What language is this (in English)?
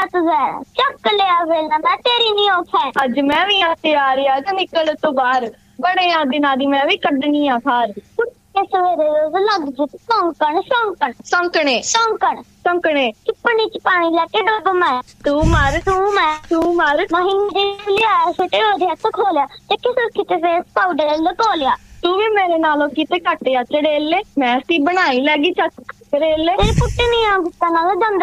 Punjabi